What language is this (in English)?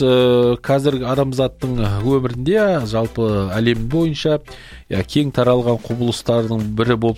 Kazakh